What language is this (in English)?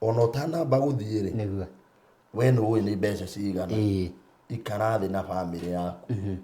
Kikuyu